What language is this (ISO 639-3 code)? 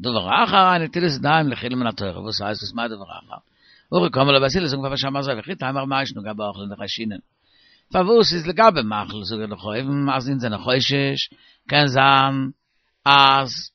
yid